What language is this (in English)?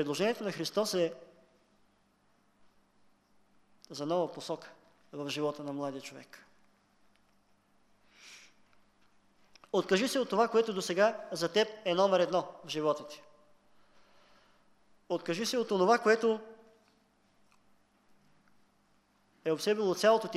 Bulgarian